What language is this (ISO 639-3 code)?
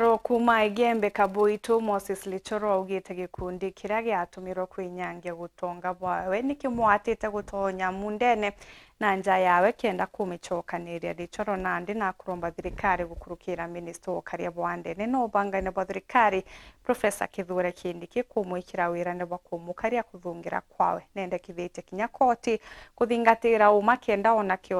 mer